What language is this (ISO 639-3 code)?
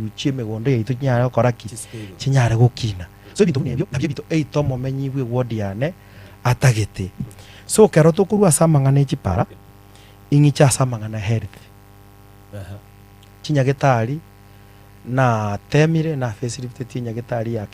guz